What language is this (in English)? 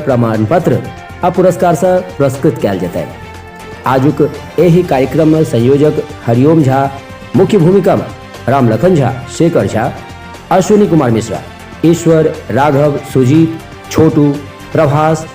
Maithili